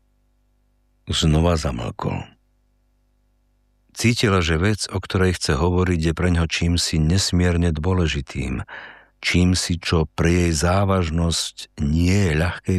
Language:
Slovak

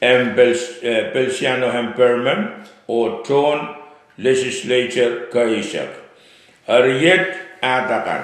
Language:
Pohnpeian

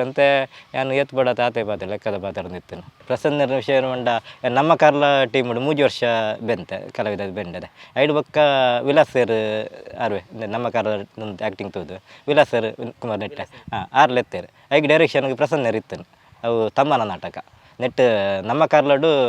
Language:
Tulu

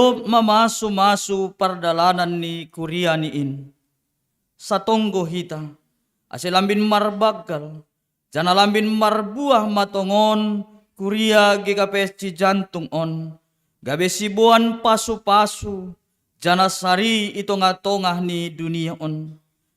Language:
Batak Simalungun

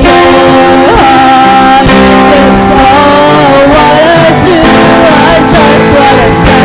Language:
Waray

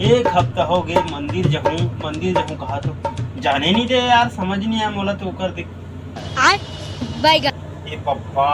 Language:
Chhattisgarhi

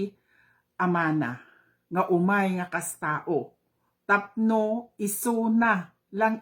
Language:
Iloko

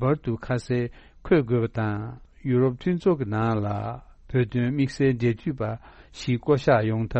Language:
Tibetan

